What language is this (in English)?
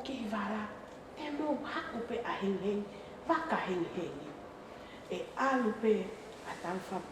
Tongan